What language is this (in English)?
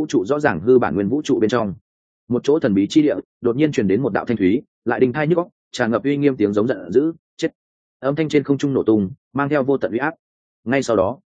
Vietnamese